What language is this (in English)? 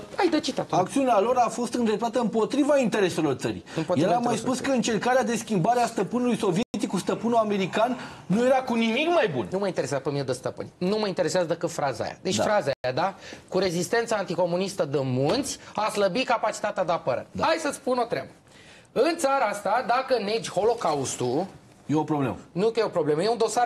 Romanian